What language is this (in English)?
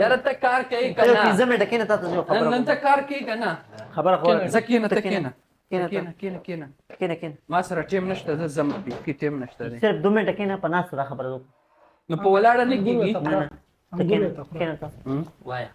Pashto